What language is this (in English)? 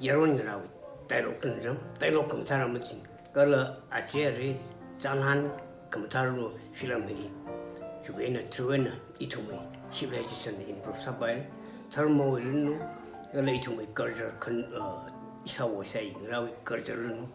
Tangkhul Naga (India)